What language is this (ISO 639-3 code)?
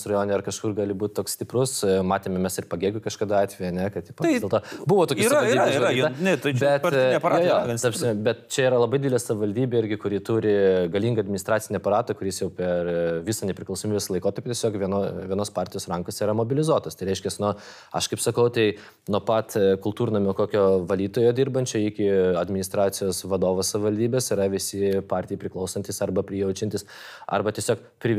lit